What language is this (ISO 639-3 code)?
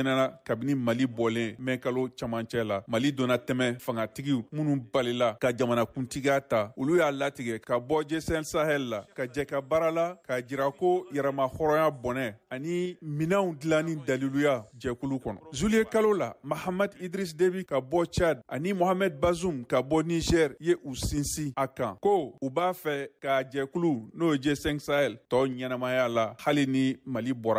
bam